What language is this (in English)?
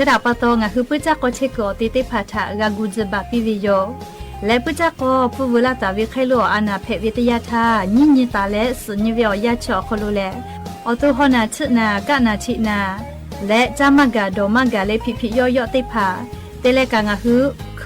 Lahu